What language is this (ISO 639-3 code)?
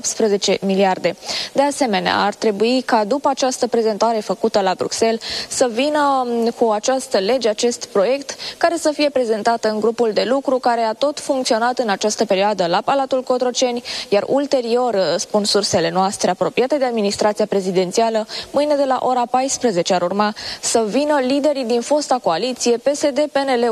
ron